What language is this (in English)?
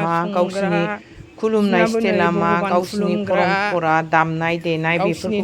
Bodo